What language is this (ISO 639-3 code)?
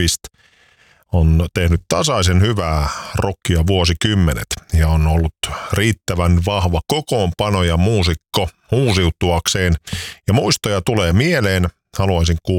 fin